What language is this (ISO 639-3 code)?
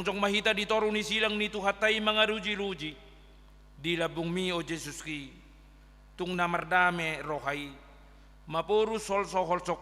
bbc